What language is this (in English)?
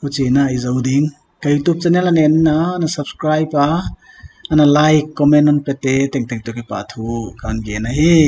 Paite Chin